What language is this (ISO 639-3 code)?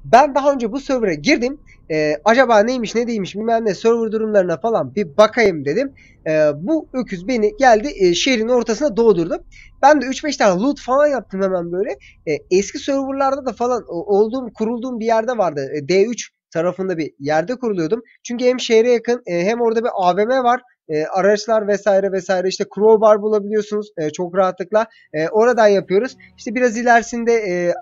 tur